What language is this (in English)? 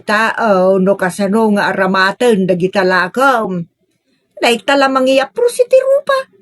Iloko